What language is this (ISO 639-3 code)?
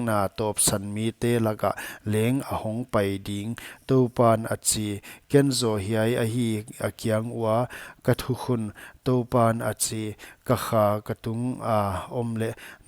pck